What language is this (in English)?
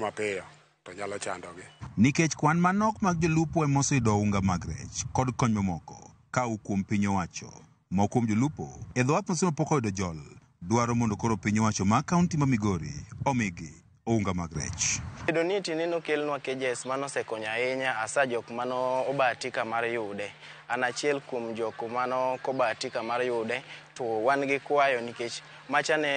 Luo (Kenya and Tanzania)